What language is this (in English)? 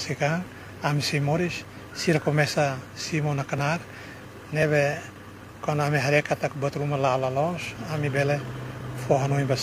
Tetum